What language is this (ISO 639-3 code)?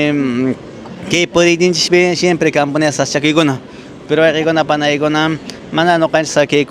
que